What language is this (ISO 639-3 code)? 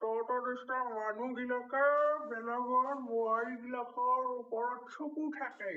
asm